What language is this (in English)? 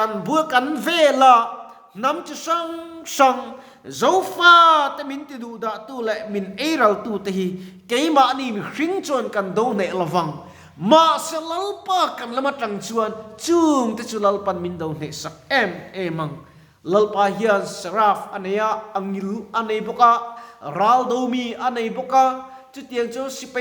Mizo